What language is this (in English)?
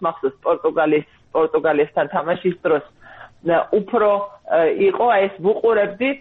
Georgian